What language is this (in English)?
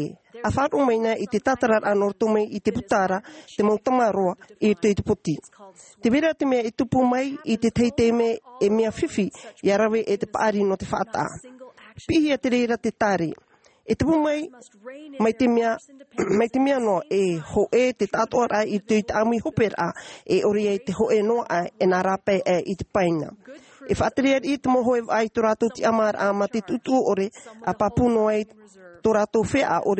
Tahitian